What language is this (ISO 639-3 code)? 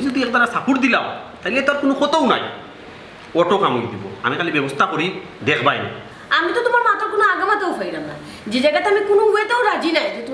syl